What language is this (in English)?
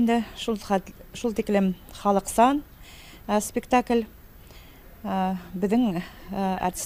Bashkir